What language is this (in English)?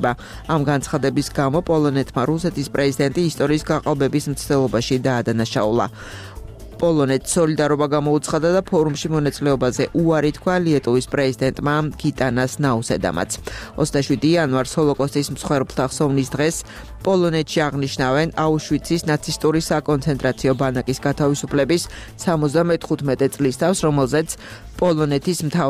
Georgian